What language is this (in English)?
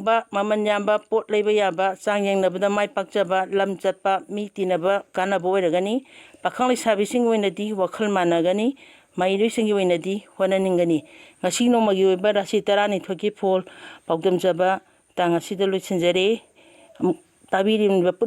Manipuri